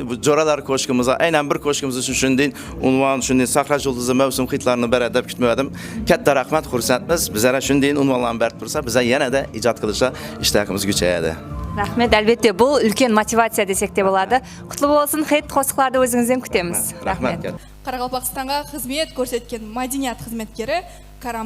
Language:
Kara-Kalpak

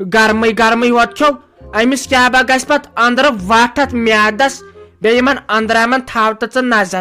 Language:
Kashmiri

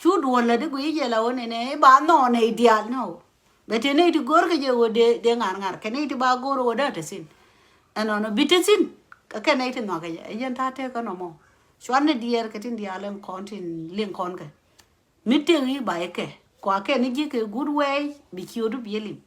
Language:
Nuer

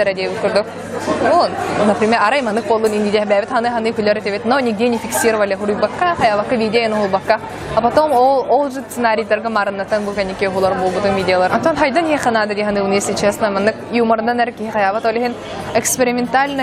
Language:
Yakut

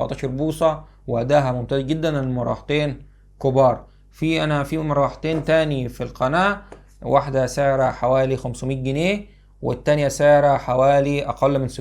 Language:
Egyptian Arabic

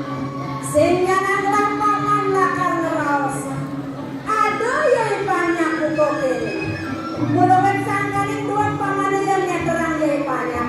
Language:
Balinese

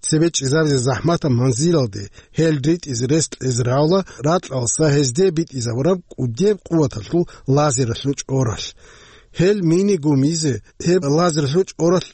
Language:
Avaric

